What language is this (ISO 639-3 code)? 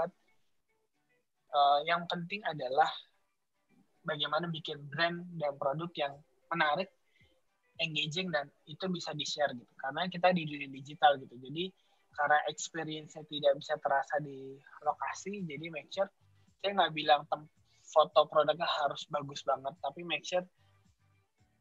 ind